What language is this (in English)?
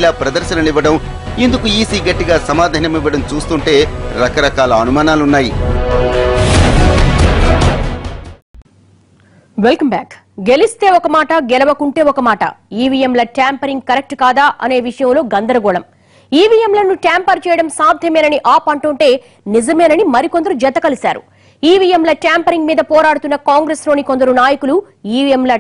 Telugu